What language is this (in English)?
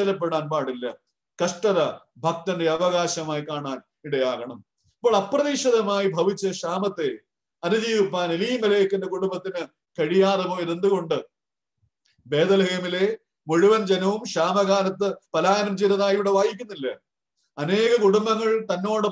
Malayalam